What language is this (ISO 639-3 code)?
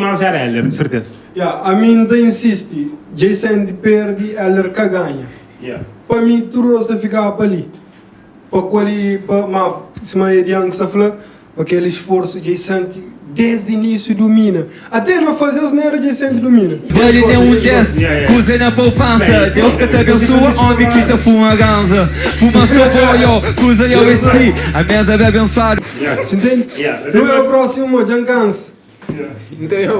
kea